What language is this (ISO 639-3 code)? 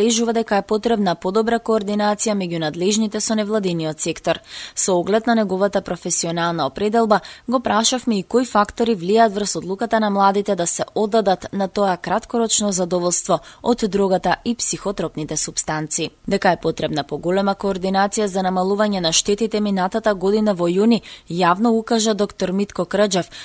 mkd